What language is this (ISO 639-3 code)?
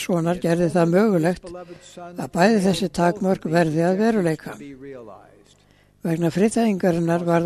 isl